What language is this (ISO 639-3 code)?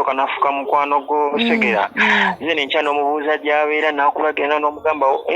lug